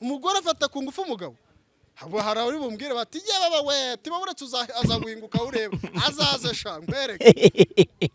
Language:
Kinyarwanda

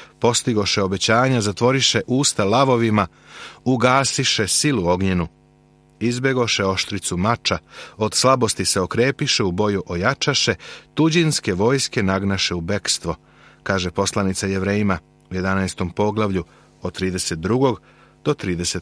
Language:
Serbian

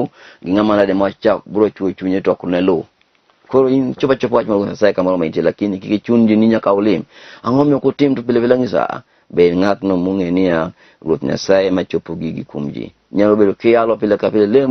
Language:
Luo (Kenya and Tanzania)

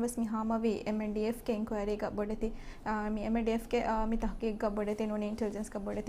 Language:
Divehi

